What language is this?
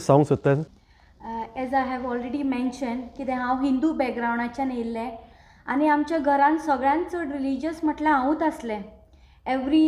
Konkani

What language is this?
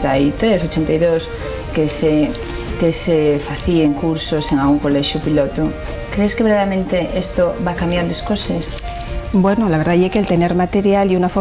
Asturian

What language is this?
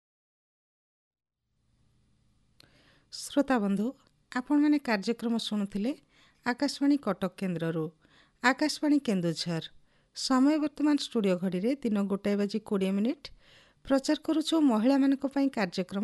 Odia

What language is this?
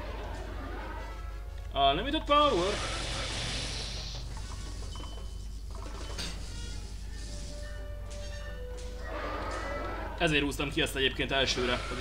Hungarian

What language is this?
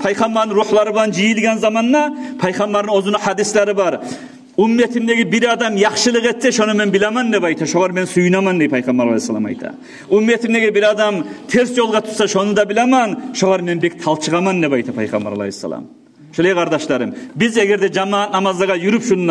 Kumyk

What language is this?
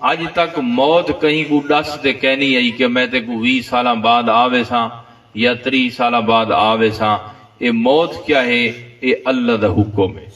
Saraiki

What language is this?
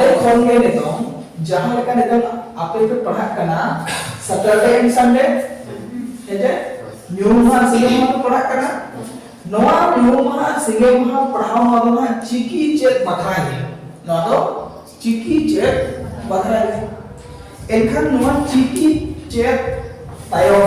Santali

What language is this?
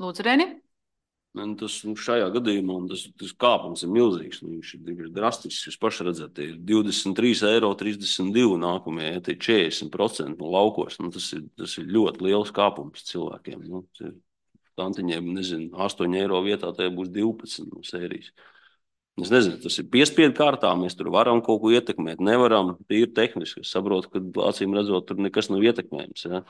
Latvian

